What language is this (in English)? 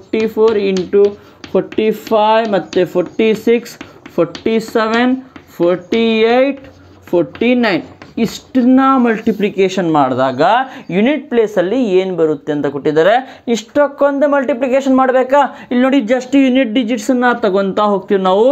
Kannada